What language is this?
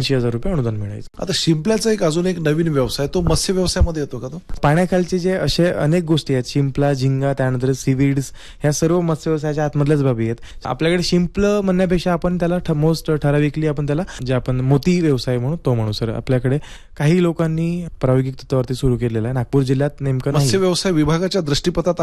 Marathi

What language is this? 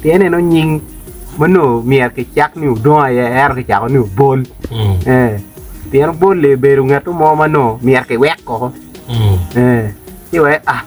Acoli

